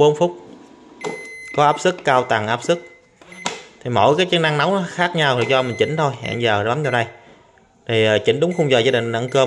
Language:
Vietnamese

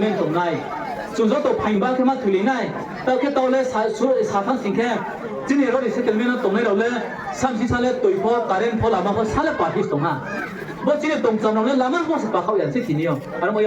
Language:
Riang (India)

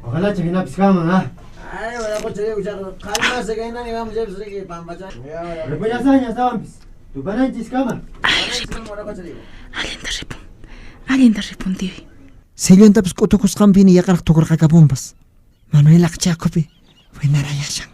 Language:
Quechua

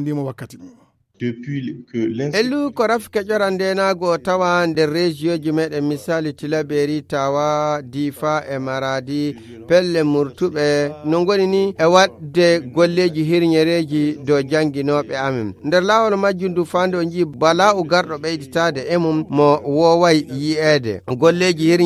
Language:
Fula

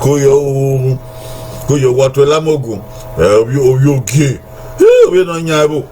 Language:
Bini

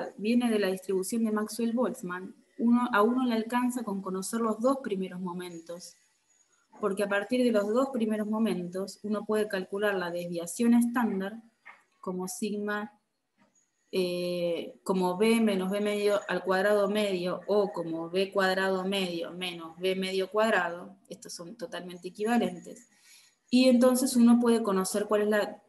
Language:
Spanish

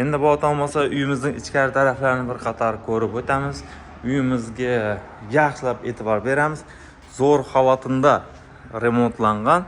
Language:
Uzbek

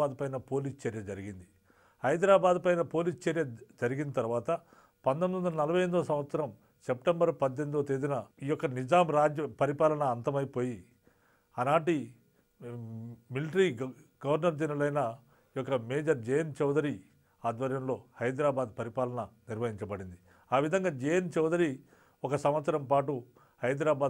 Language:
Telugu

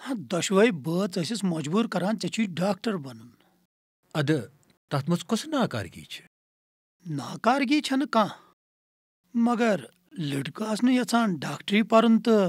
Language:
Kashmiri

